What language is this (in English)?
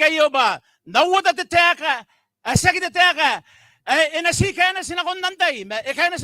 Gilbertese